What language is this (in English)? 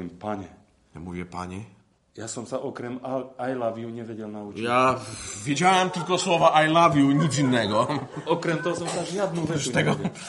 Polish